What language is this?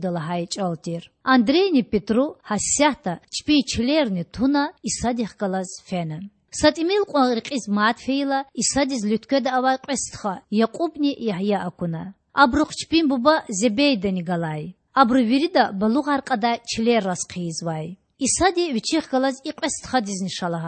Lezghian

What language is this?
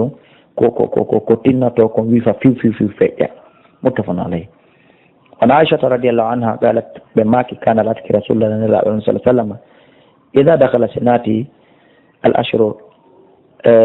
Fula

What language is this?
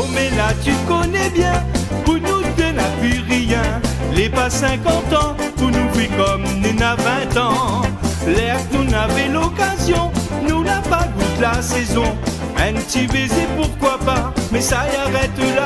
Réunion Creole French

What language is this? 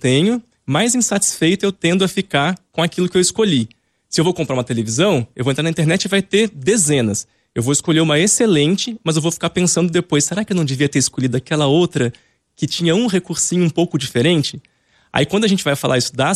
Portuguese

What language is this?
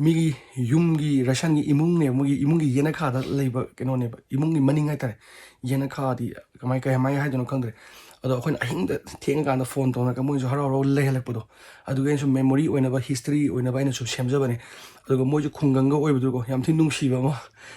Manipuri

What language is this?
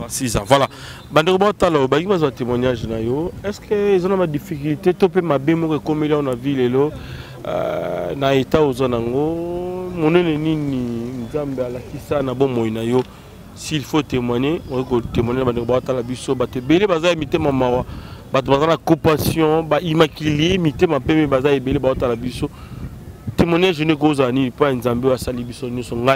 Lingala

